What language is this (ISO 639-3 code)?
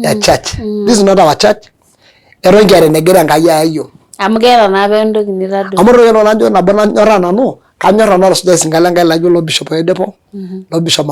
mas